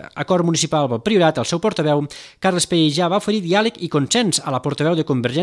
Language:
Catalan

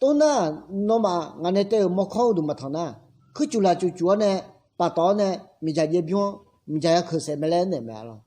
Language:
Akha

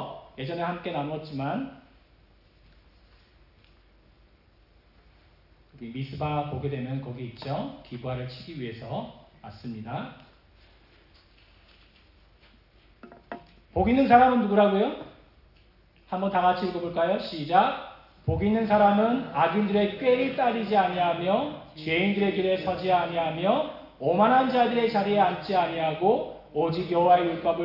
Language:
Korean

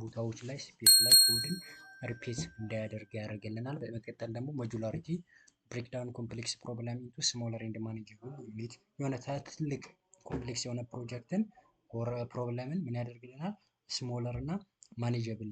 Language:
Amharic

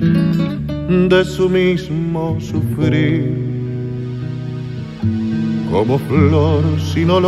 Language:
Spanish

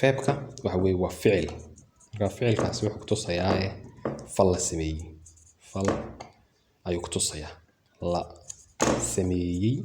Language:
Somali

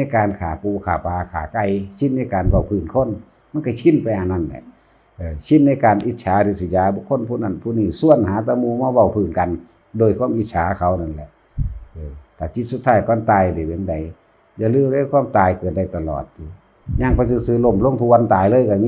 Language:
Northeastern Thai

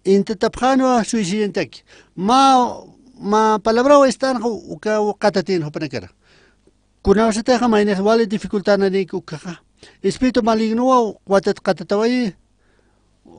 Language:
Aymara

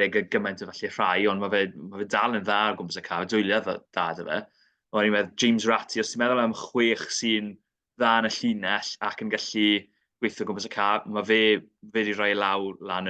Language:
Welsh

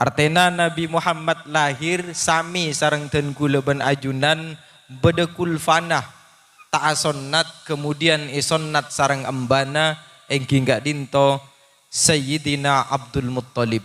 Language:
Madurese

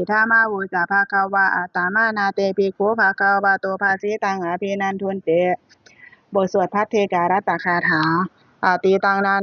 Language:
Pali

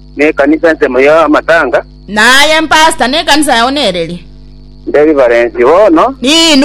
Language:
Gusii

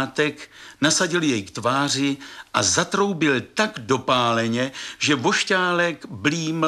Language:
Czech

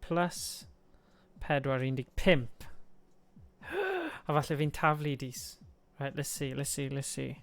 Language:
Welsh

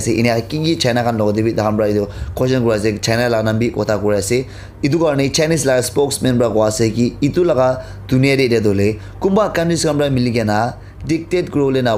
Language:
Naga Pidgin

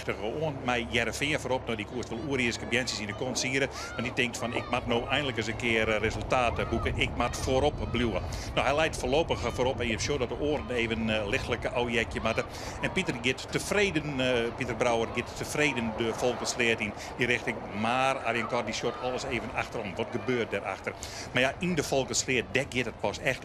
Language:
Western Frisian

